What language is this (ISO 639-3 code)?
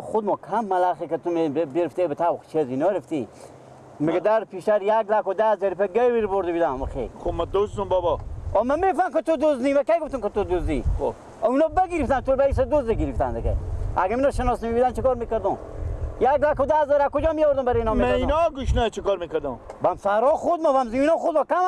fas